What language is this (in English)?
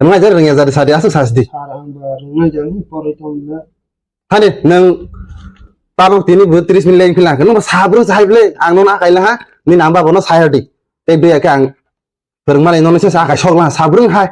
Kok Borok